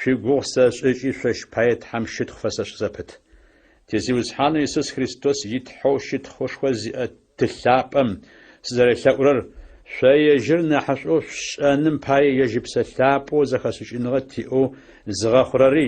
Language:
Adyghe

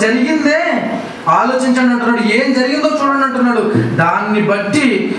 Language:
Telugu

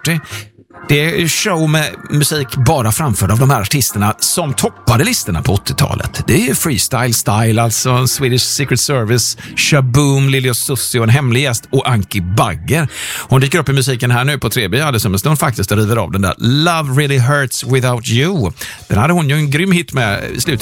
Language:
Swedish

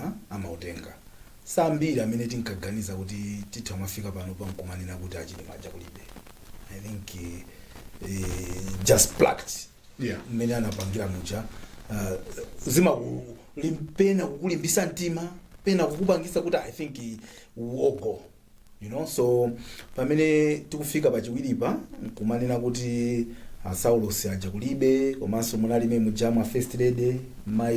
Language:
Nyanja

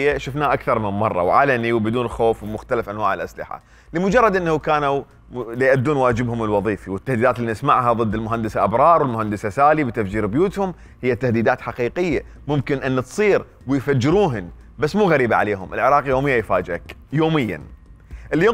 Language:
Mesopotamian Arabic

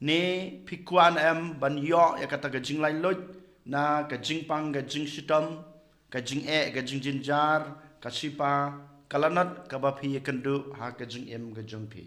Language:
Khasi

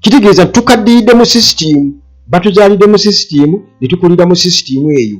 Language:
Ganda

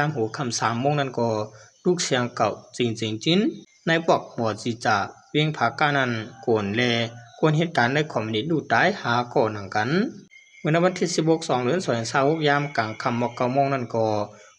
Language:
Shan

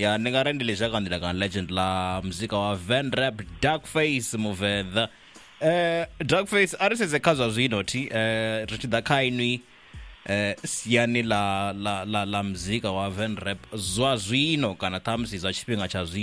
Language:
Venda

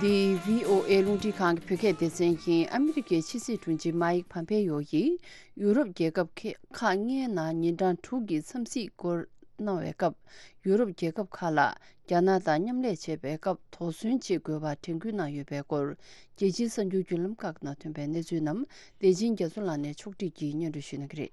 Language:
Tibetan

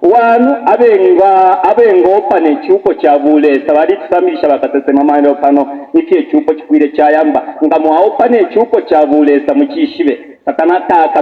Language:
Bemba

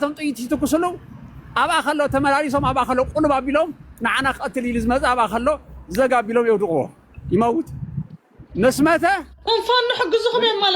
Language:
Tigrinya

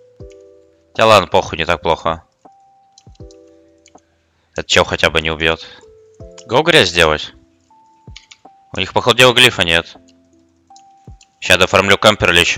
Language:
Russian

